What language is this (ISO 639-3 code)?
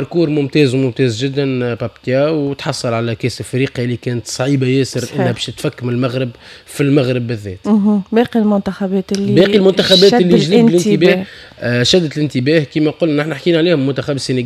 aeb